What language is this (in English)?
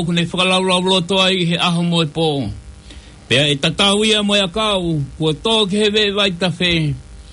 Tongan